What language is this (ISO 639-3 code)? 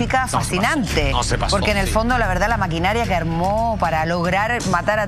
spa